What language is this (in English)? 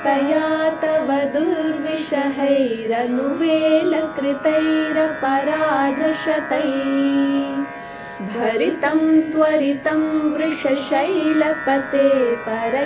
Sanskrit